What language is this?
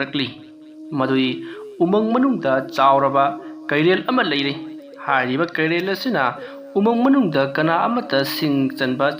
Manipuri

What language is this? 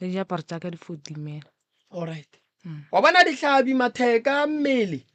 Northern Sotho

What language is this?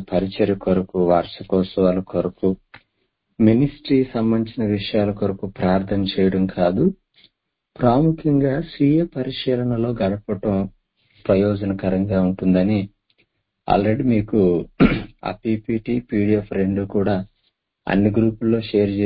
Telugu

